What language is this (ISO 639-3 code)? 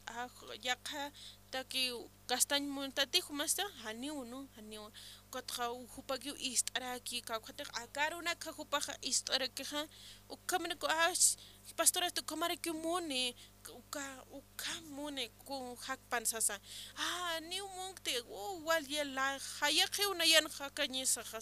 aym